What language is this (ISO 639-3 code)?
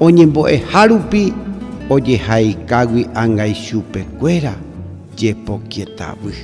grn